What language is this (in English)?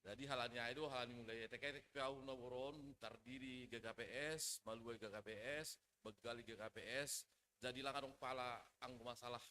Batak Simalungun